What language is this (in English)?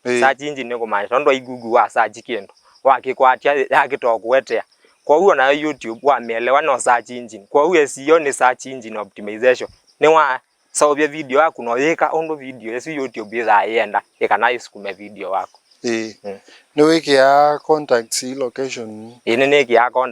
Kamba